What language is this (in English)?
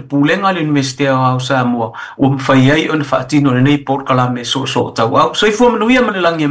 Samoan